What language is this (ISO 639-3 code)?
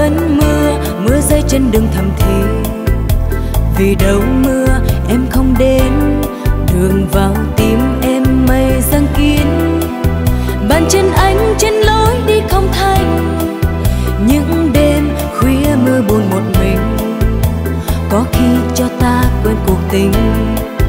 vie